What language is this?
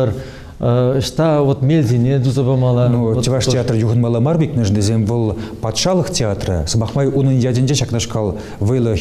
Chuvash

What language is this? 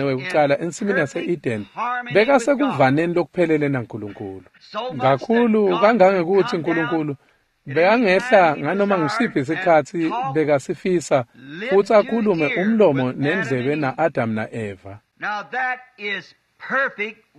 Swati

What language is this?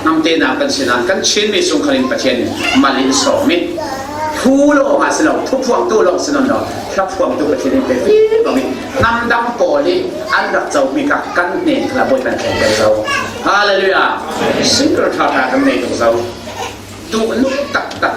Falam Chin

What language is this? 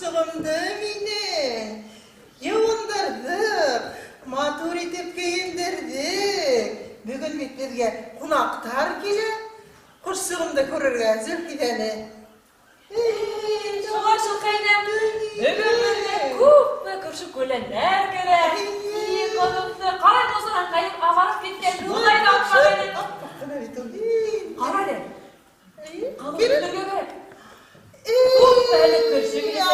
Bashkir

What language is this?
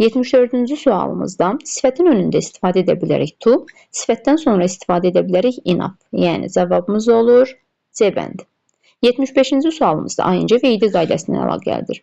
Azerbaijani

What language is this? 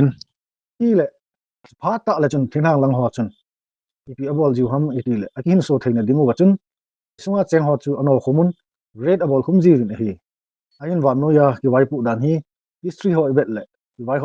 Thado Chin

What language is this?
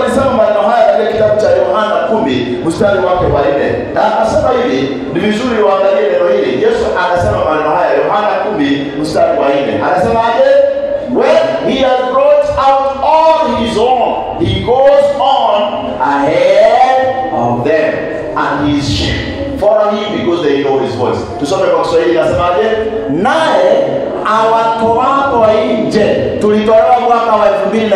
Swahili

